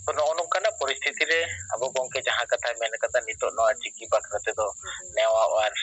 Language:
Santali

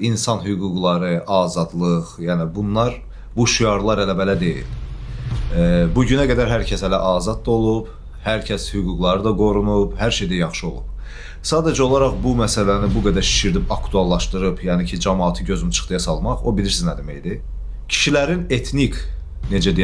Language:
Azerbaijani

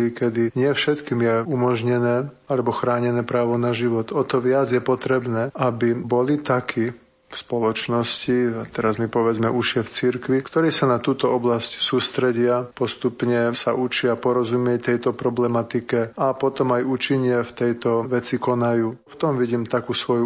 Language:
Slovak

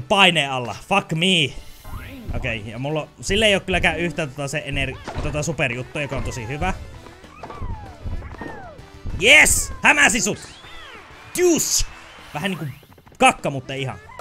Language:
Finnish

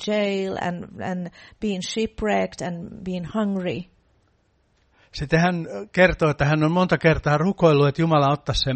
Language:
Finnish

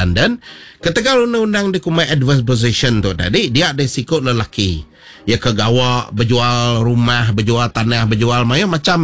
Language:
Iban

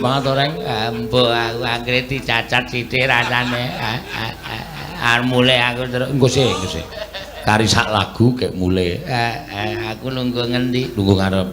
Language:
Javanese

